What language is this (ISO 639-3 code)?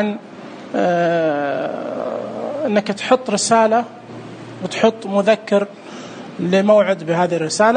ars